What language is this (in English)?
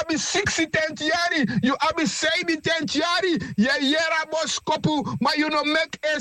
Sranan Tongo